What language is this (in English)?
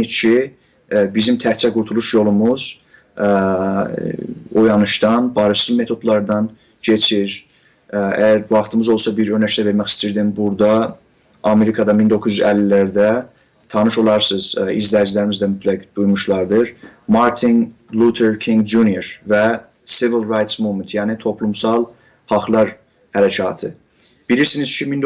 South Azerbaijani